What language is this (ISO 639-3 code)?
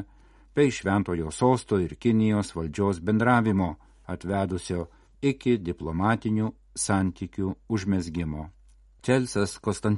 lit